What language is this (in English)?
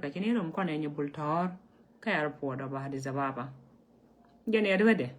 Nuer